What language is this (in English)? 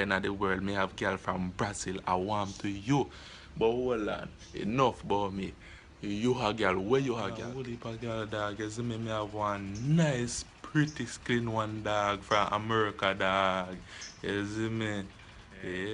Jamaican Creole English